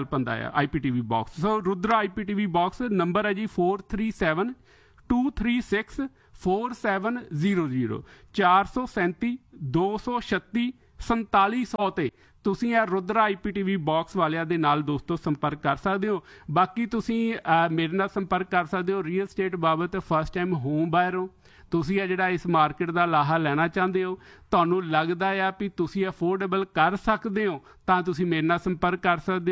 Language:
Punjabi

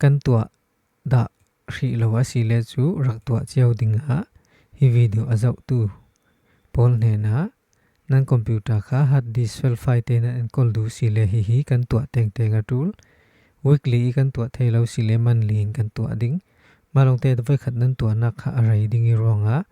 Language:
Falam Chin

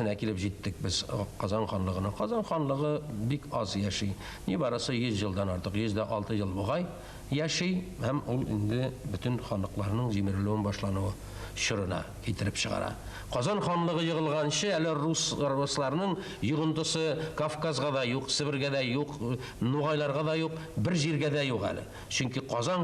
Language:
Tatar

